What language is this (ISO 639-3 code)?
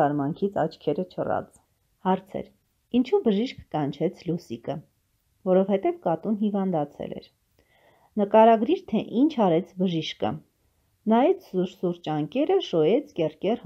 hye